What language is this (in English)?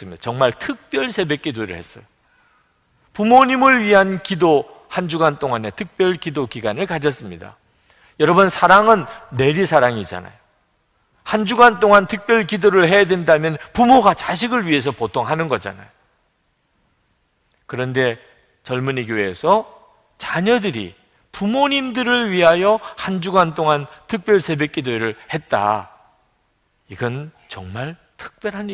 Korean